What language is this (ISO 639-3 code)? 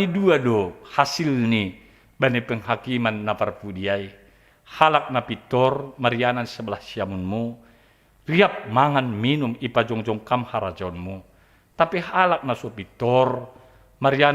bts